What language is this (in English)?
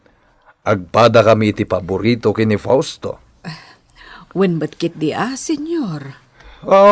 Iloko